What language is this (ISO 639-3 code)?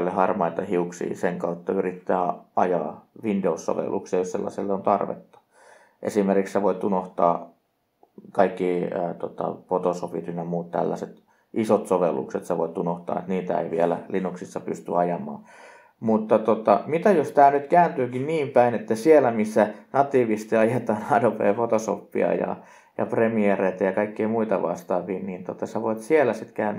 fin